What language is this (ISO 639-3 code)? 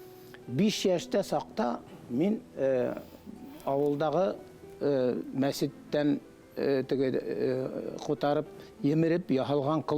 bak